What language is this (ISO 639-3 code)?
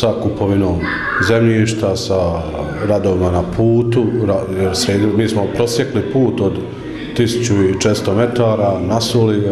bos